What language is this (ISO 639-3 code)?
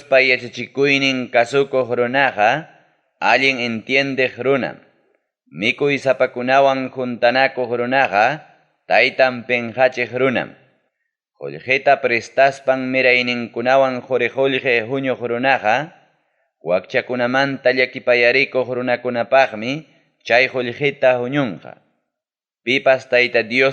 quy